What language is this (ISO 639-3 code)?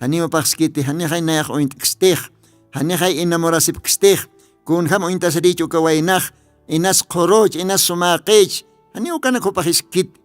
aym